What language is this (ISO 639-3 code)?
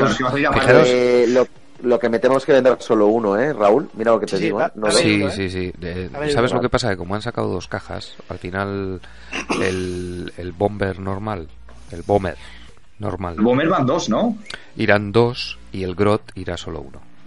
spa